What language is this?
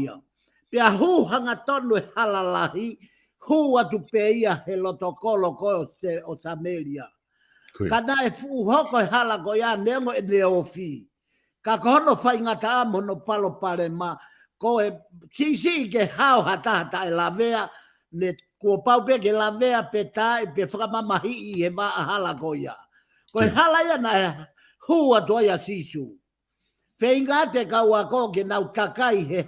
Tongan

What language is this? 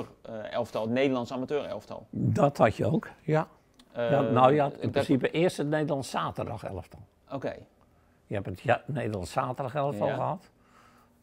Dutch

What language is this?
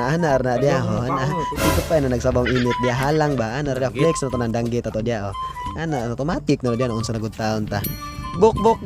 Cebuano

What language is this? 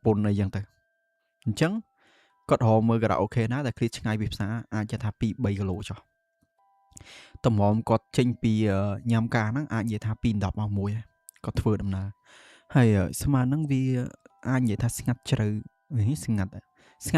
Khmer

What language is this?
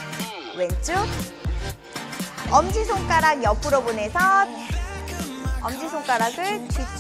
Korean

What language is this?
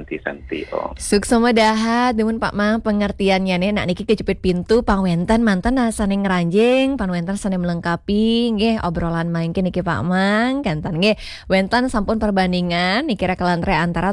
Balinese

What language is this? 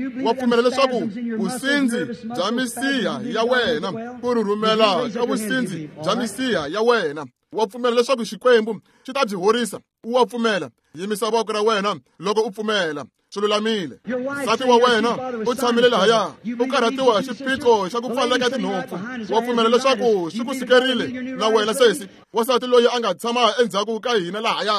Tsonga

